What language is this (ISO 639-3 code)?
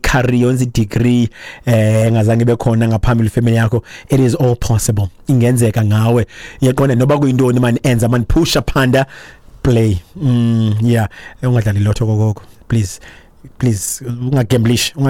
xho